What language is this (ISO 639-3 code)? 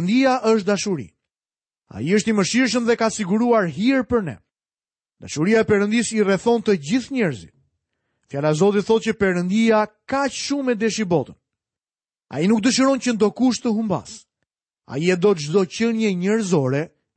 sqi